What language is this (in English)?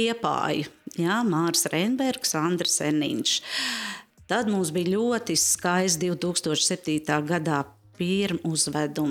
Latvian